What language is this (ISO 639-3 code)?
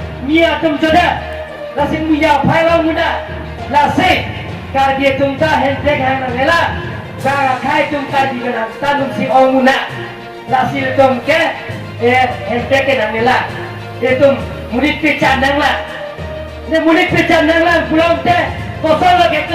mjw